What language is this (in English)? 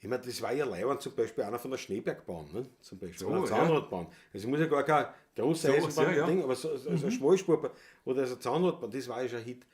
Bavarian